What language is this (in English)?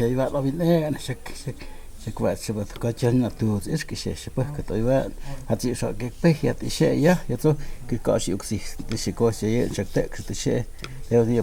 Totontepec Mixe